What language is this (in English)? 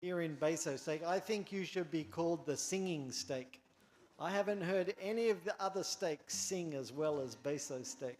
Gilbertese